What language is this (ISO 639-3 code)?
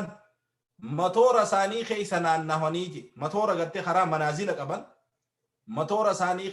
orm